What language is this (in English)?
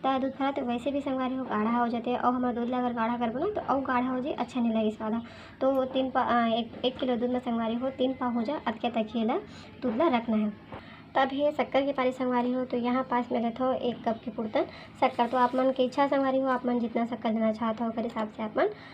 Chhattisgarhi